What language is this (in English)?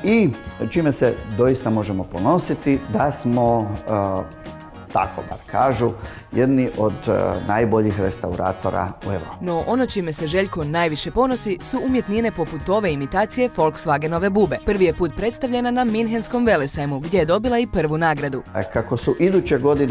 Croatian